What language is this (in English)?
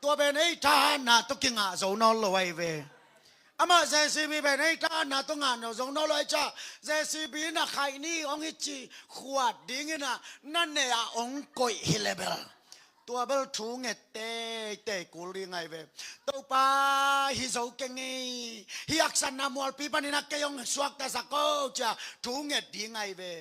Tedim Chin